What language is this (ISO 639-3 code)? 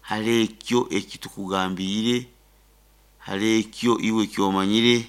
nyn